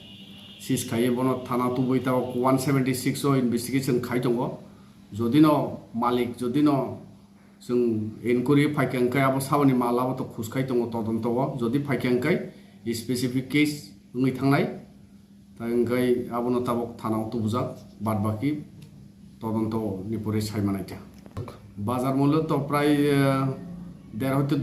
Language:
Kok Borok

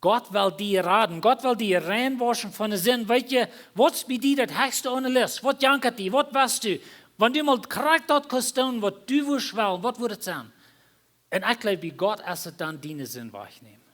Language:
Plautdietsch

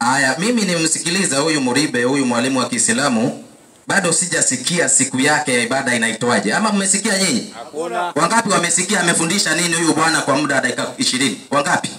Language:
Swahili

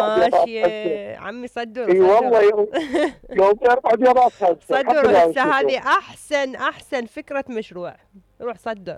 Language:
Mesopotamian Arabic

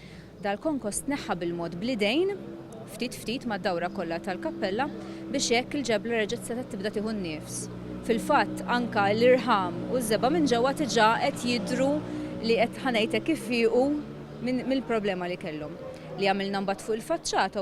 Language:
Maltese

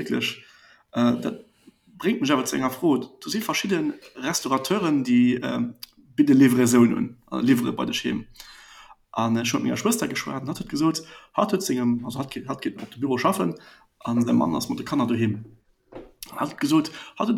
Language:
Luxembourgish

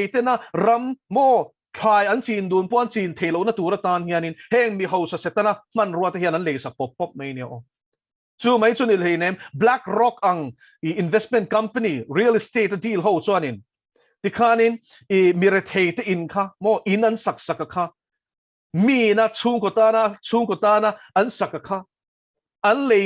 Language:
Mizo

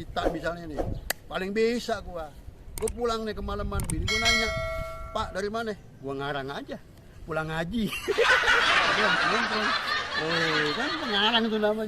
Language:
Betawi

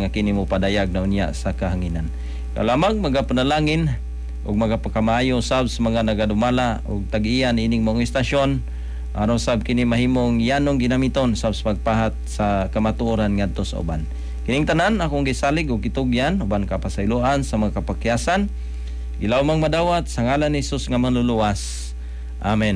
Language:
Cebuano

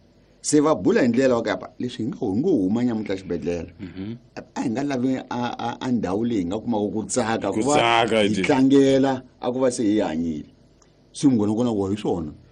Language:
Tsonga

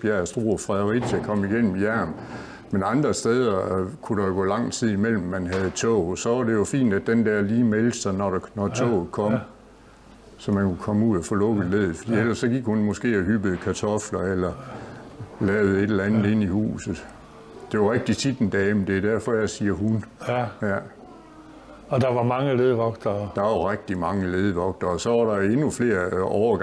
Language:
Danish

